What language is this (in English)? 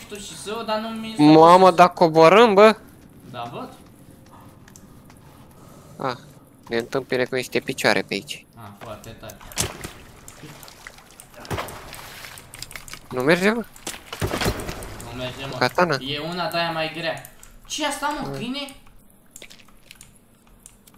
Romanian